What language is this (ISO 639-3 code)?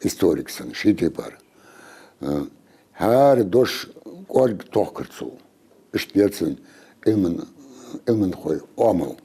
inh